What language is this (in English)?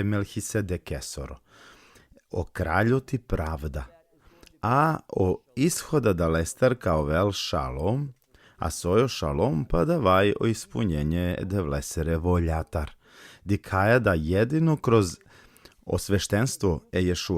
Balkan Romani